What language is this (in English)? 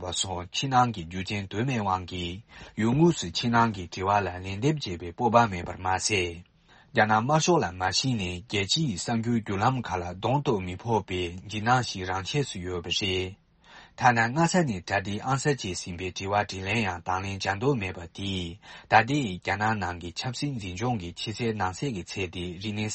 Tibetan